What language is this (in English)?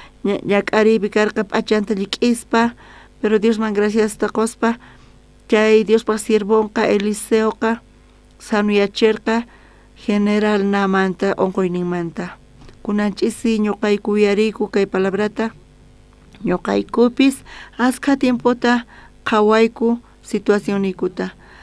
South Bolivian Quechua